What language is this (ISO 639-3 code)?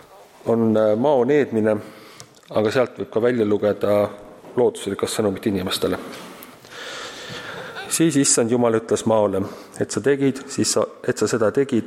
est